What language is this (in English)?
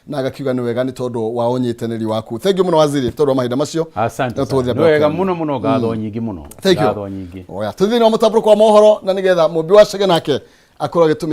Kikuyu